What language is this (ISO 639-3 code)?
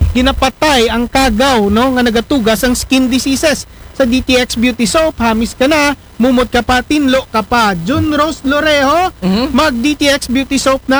akl